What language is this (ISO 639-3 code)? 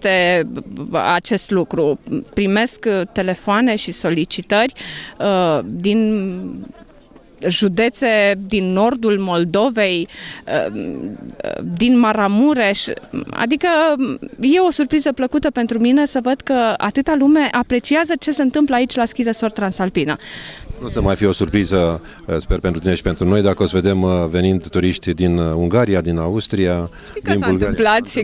ron